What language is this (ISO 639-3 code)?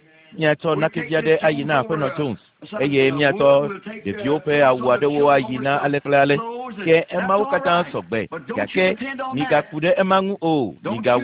ewe